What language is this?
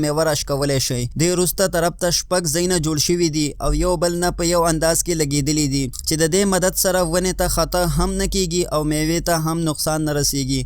Pashto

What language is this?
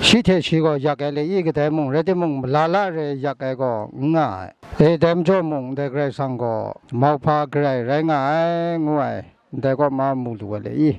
Kachin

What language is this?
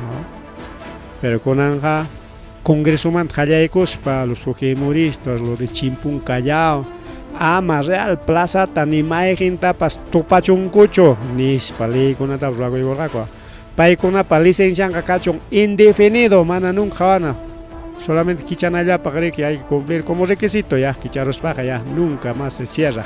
Ayacucho Quechua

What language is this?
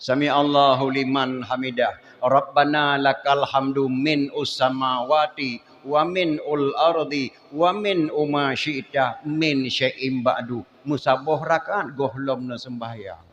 Achinese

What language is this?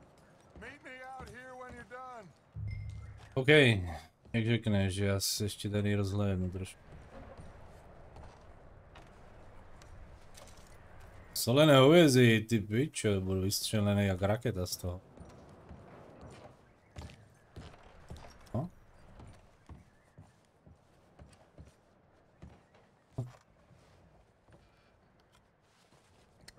Czech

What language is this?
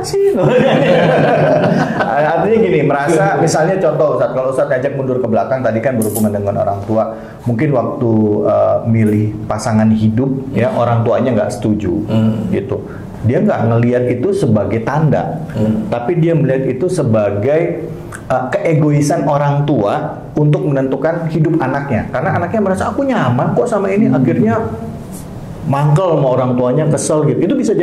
Indonesian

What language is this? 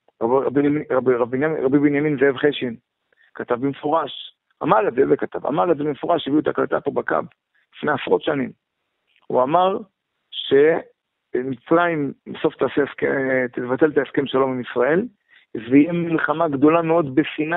Hebrew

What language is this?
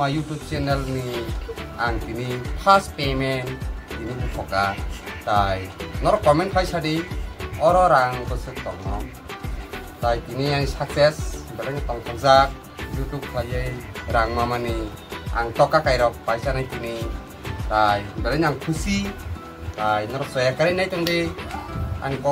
Kok Borok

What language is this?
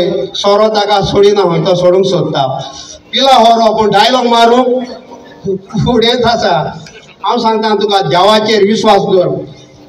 Konkani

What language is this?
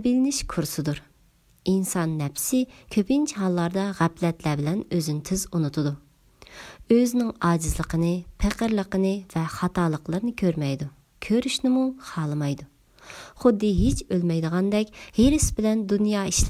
Uyghur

